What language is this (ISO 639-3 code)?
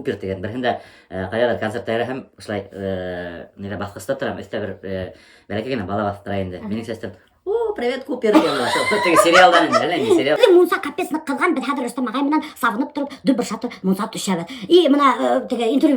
bak